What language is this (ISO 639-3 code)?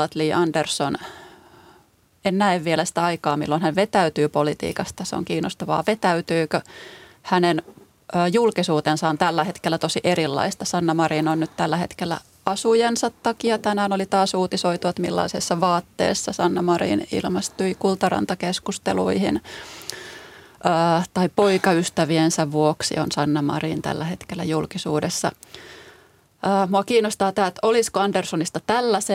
fin